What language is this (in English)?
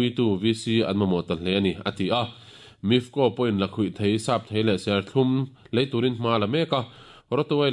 Mizo